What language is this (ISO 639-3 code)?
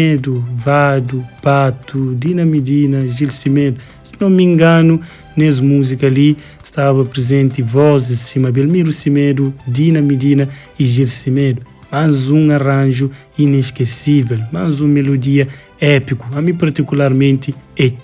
kea